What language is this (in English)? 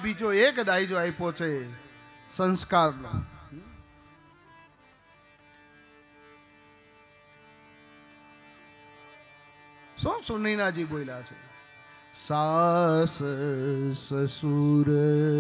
Gujarati